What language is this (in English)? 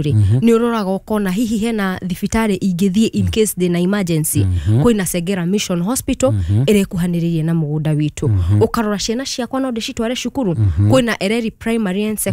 Kikuyu